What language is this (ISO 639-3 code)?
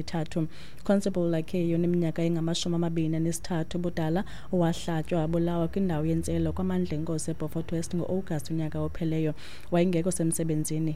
xho